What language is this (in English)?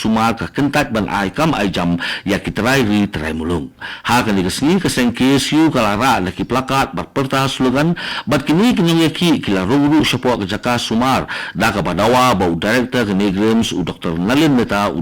Khasi